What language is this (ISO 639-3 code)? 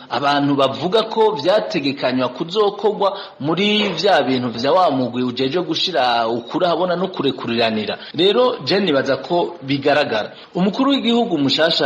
run